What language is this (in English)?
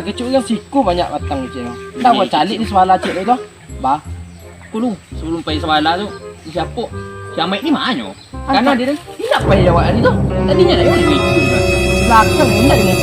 Minangkabau